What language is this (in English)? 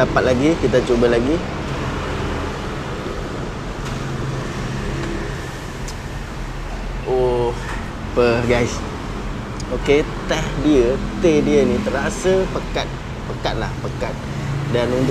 Malay